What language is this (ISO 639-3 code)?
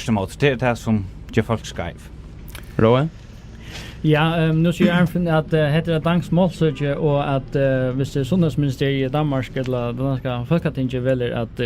fao